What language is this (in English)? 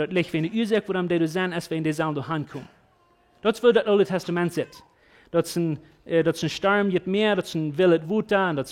Plautdietsch